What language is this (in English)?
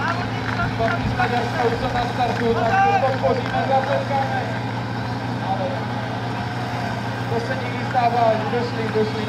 Czech